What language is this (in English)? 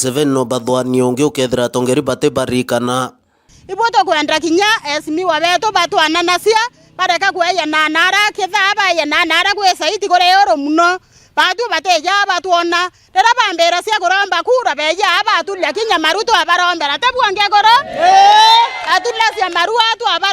Meru